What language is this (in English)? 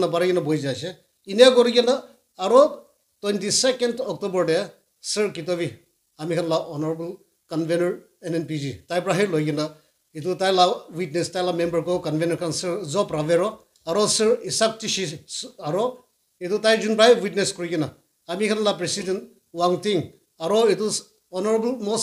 Naga Pidgin